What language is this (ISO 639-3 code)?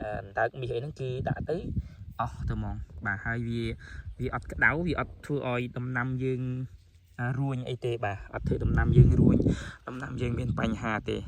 khm